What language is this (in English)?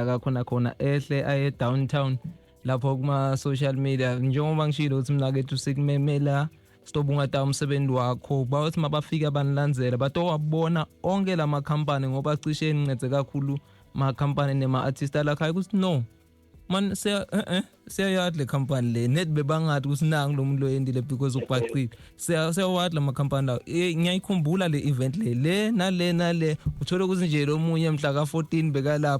Zulu